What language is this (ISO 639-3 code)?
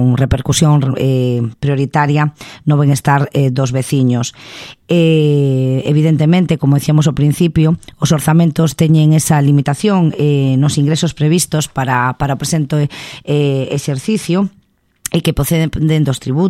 glg